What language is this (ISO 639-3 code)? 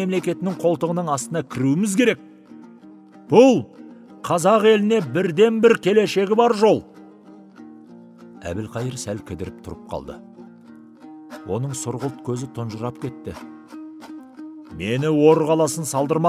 kaz